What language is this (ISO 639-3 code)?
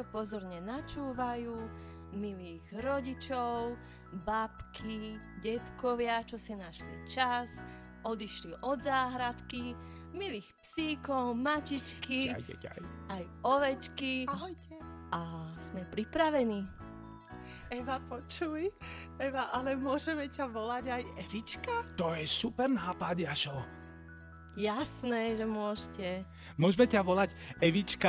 slk